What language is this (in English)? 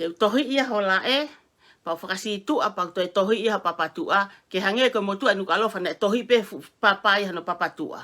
Tongan